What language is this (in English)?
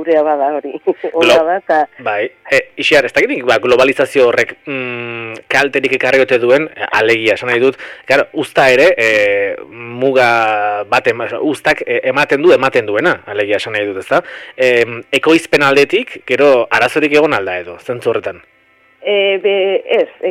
Basque